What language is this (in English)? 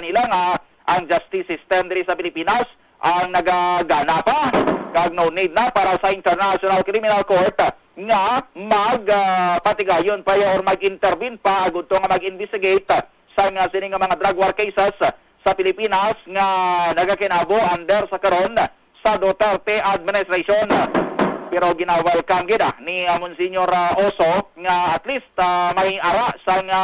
Hiligaynon